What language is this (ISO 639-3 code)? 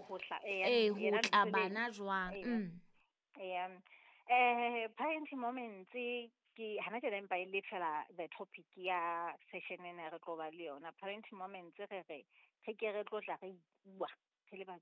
sot